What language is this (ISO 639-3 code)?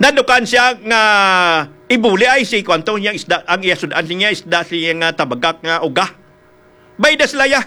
hil